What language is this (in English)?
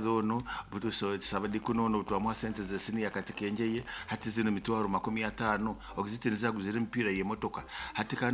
Nyoro